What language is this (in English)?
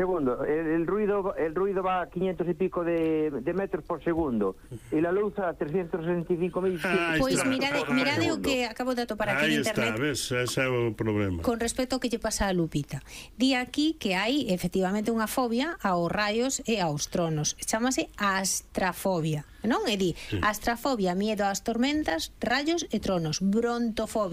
Galician